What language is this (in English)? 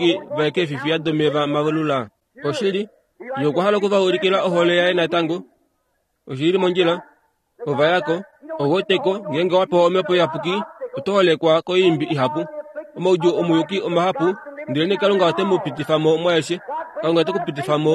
Kuanyama